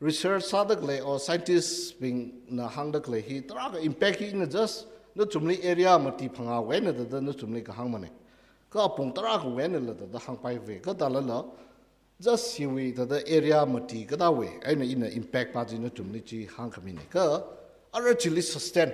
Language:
Tangkhul Naga (India)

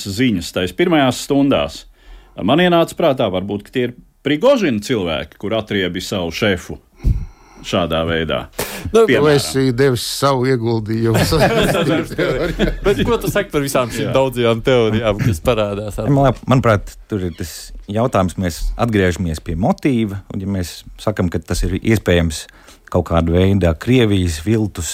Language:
Latvian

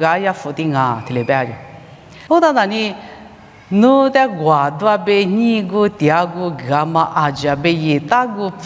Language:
Lisu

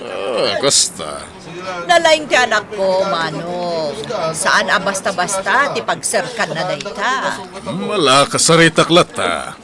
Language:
Iloko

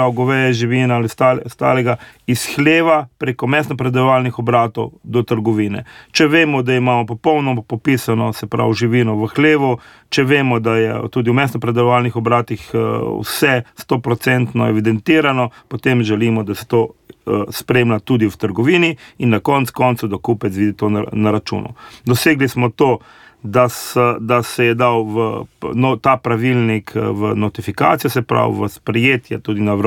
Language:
Slovenian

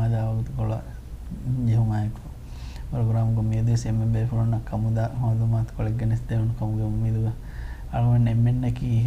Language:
Divehi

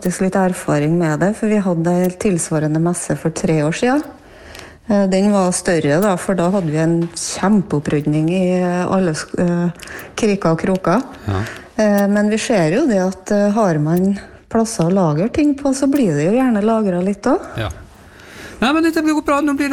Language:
Norwegian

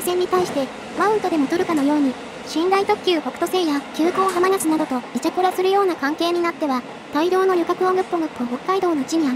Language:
Japanese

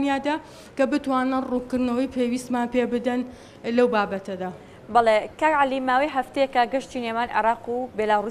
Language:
Central Kurdish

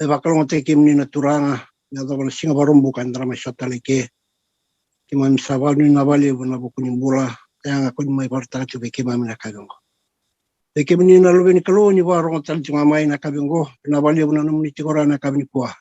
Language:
Fijian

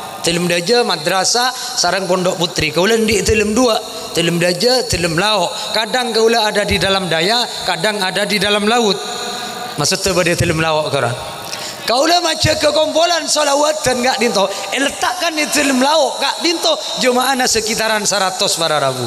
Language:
Madurese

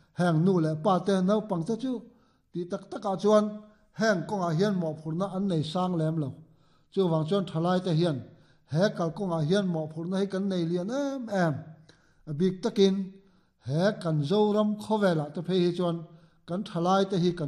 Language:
Mizo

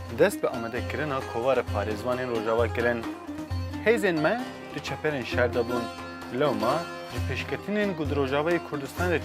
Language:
Kurdish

